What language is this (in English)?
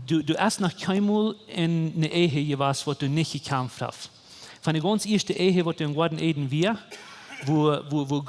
Plautdietsch